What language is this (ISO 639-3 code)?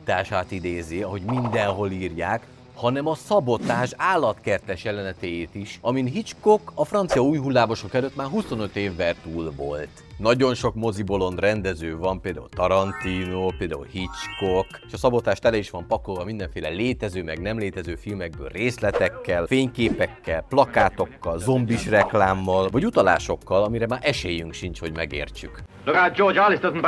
hun